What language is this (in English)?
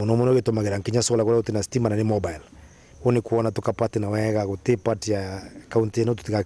Meru